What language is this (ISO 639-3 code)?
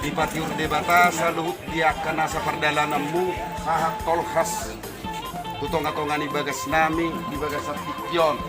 bbc